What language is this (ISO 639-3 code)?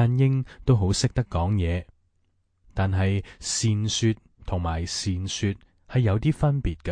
yue